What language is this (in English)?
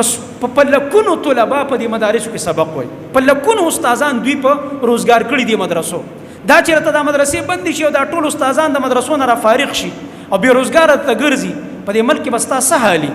Pashto